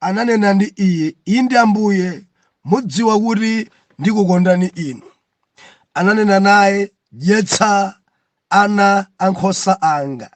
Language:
Nyanja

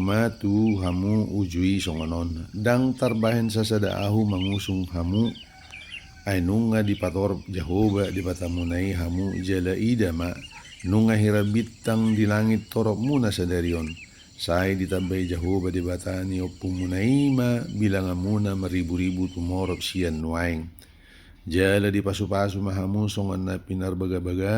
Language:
Batak Toba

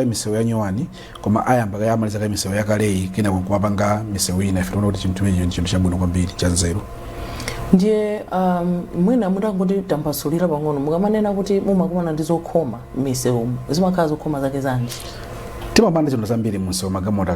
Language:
Nyanja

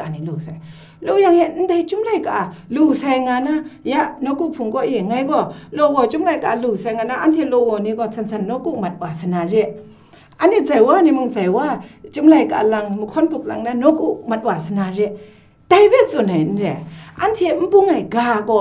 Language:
Kachin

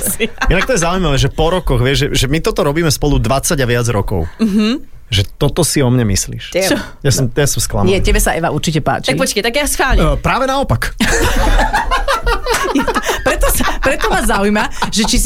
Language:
Slovak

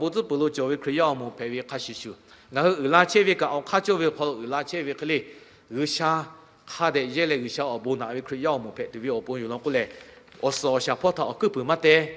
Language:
Lahu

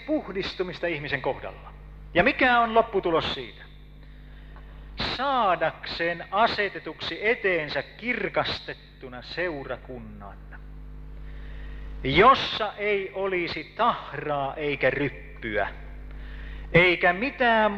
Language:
Finnish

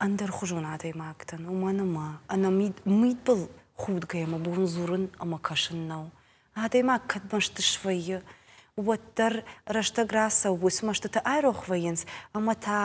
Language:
Ossetic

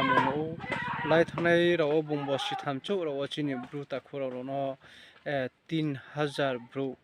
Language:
Riang (India)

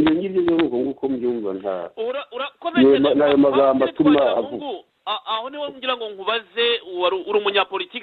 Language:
Kinyarwanda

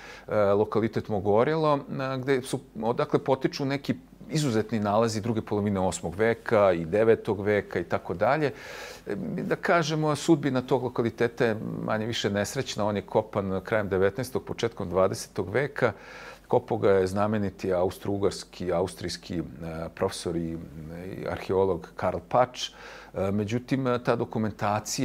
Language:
Serbian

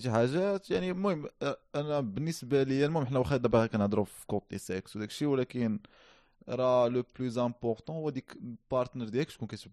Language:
Moroccan Arabic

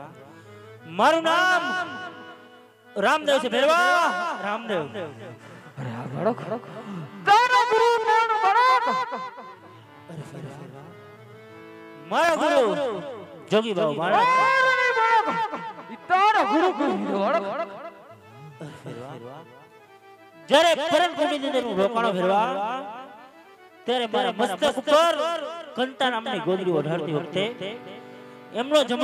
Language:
Gujarati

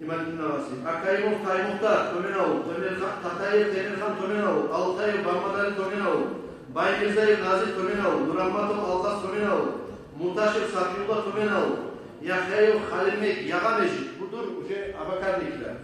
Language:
Kumyk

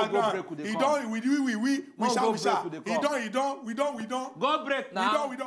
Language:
Nigerian Pidgin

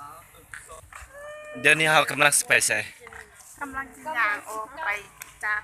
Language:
Lao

